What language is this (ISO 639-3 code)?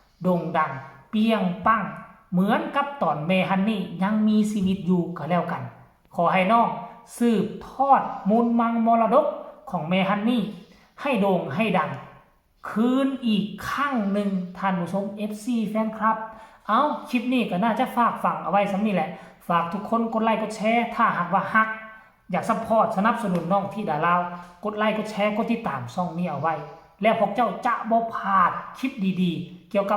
tts